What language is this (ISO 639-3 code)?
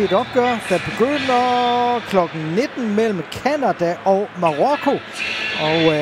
dan